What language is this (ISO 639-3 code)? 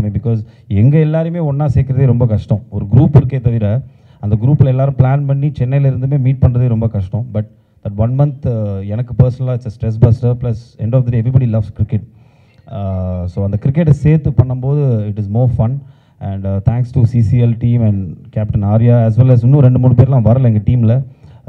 tam